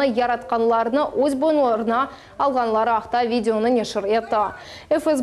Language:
Crimean Tatar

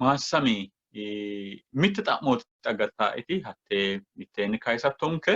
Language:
Sidamo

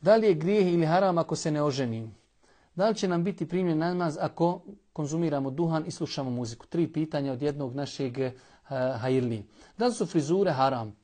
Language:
Bosnian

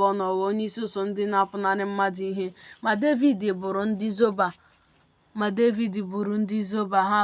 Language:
Igbo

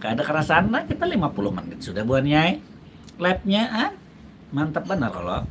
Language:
Banjar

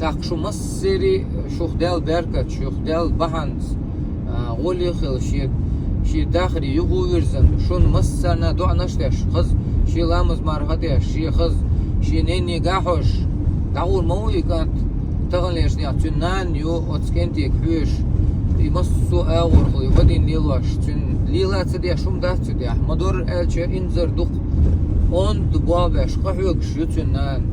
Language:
Chechen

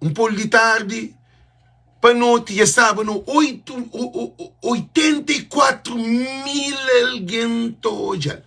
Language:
Kabuverdianu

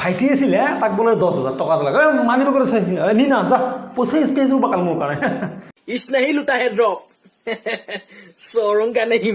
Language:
Assamese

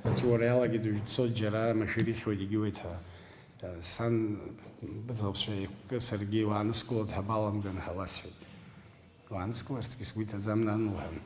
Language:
Abkhazian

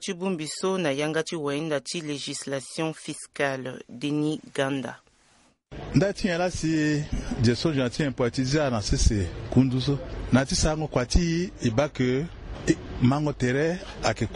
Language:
Sango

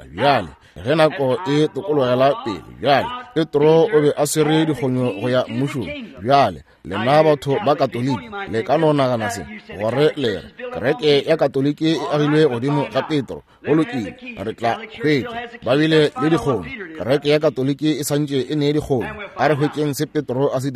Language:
Northern Sotho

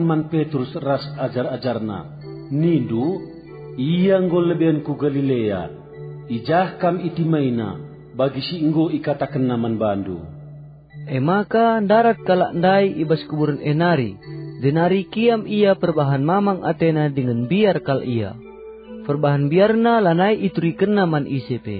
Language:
Batak Karo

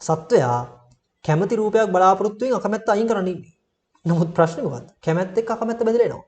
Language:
Sinhala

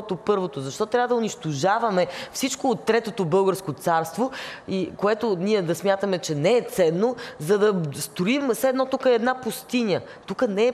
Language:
Bulgarian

